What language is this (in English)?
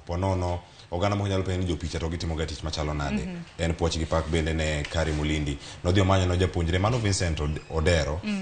Luo (Kenya and Tanzania)